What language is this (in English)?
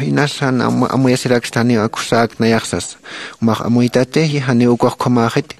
Aymara